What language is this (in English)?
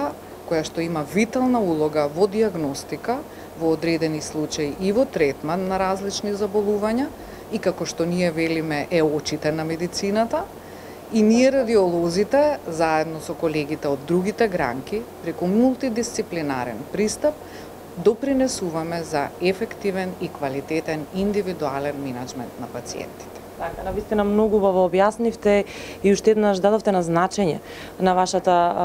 Macedonian